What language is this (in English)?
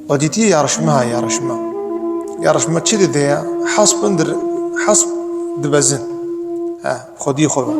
Kurdish